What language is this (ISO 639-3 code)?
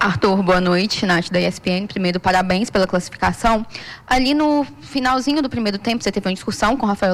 por